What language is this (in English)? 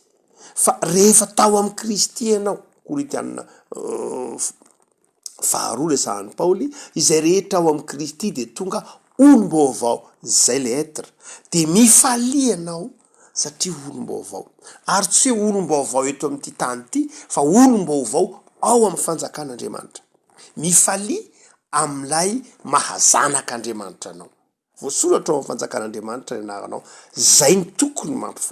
Malagasy